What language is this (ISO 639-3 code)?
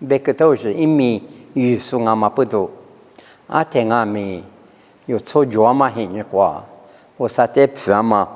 lis